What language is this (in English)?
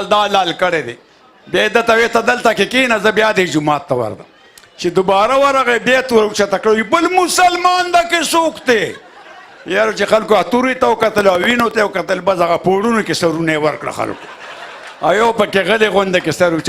Pashto